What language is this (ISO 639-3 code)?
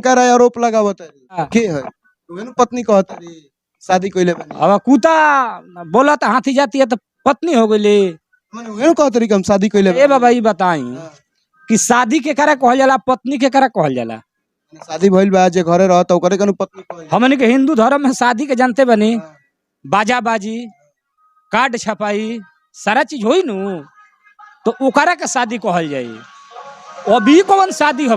bho